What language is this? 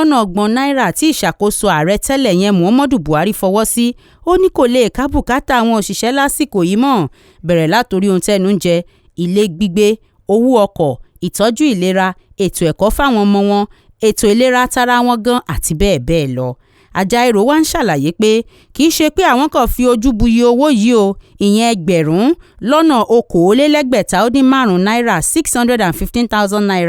Yoruba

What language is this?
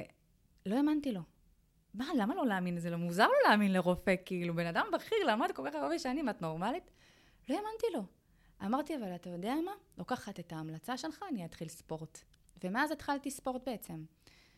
Hebrew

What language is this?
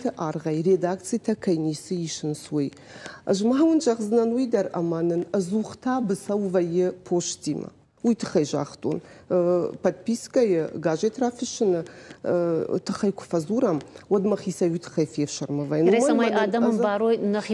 Ossetic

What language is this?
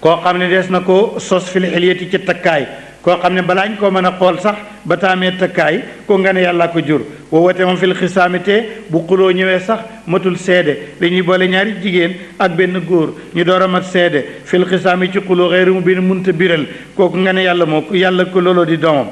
Wolof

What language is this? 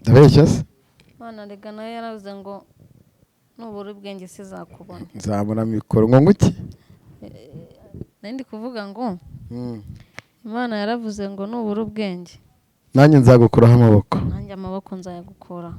Kinyarwanda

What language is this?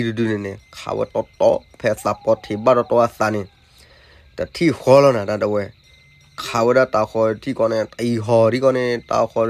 S'gaw Karen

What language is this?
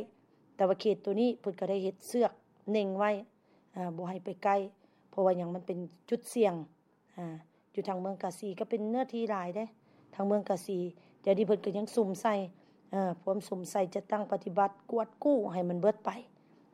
Lao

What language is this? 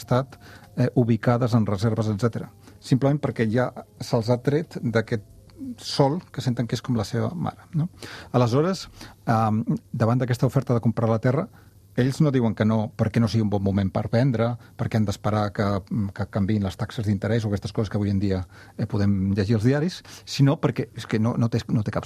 Catalan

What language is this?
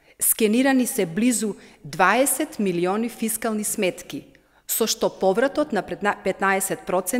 Macedonian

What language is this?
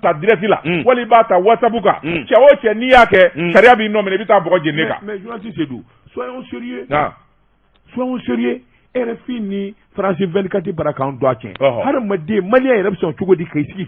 Bambara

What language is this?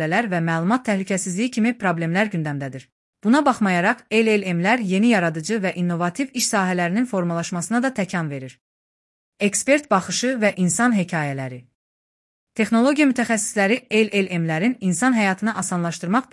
Azerbaijani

